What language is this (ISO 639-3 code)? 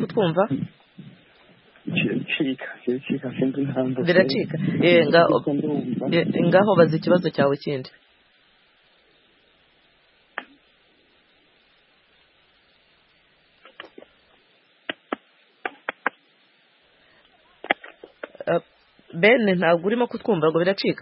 kin